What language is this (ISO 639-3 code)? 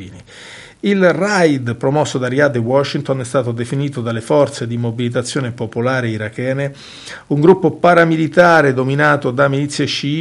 ita